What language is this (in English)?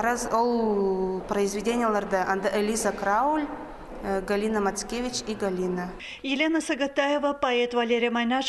Khakas